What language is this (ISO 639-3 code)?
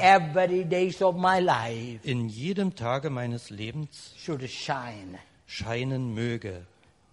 deu